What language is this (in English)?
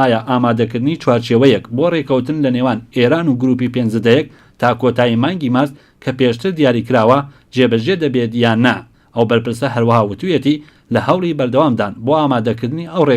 Central Kurdish